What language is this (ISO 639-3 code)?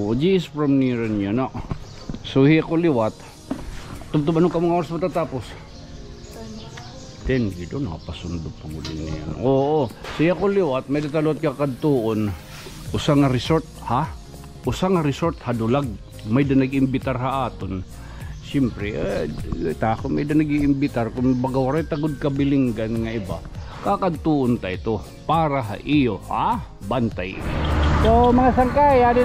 war